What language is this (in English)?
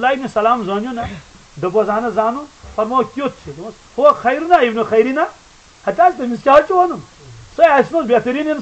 Kashmiri